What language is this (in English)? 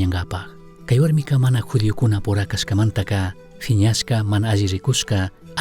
Chimborazo Highland Quichua